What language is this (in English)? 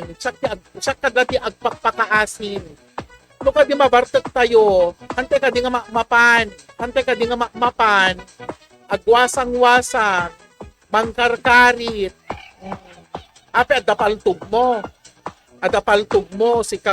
Iloko